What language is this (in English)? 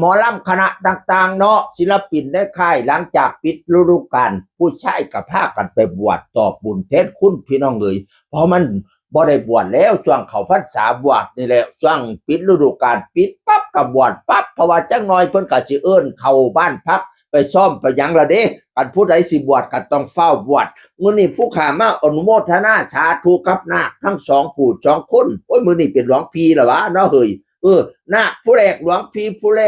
Northeastern Thai